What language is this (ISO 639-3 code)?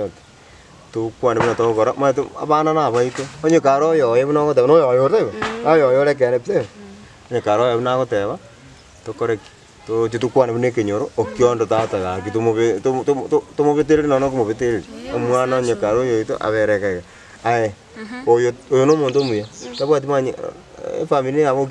guz